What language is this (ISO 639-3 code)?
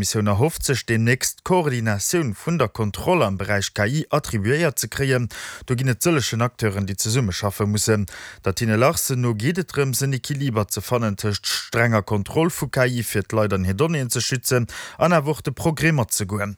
ltz